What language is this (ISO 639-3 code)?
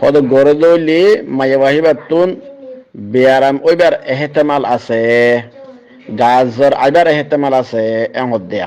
rhg